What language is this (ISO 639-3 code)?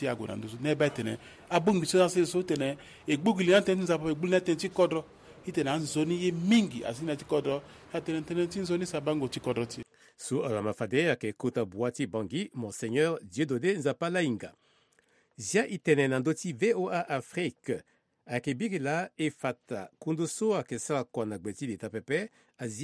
sag